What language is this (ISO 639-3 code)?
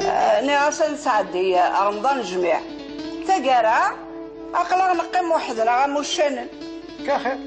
kab